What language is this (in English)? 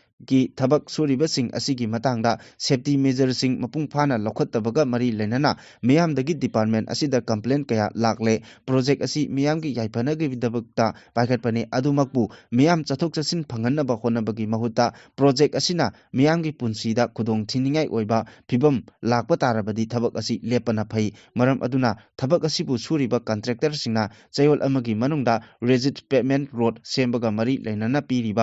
Manipuri